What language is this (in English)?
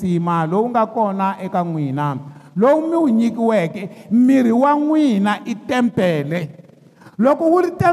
Tsonga